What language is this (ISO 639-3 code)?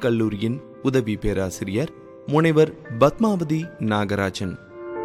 tam